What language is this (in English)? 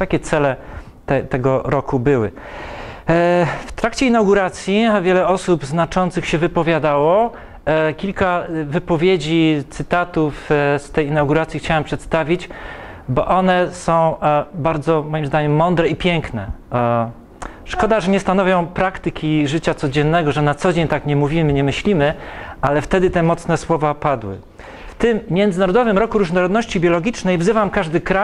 Polish